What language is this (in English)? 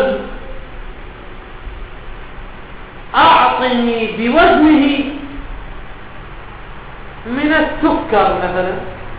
Arabic